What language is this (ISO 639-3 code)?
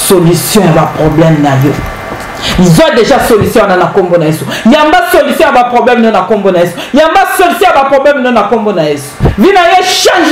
lin